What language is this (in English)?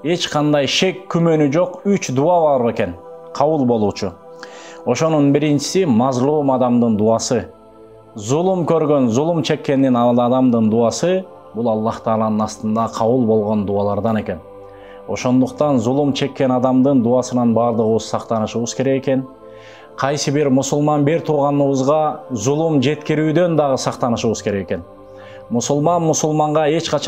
Kyrgyz